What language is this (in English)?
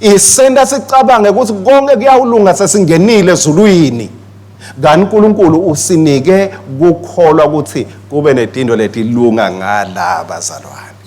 Swati